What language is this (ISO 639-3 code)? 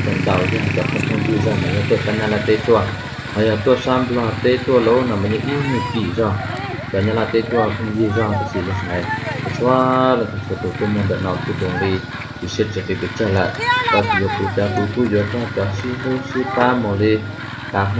hmn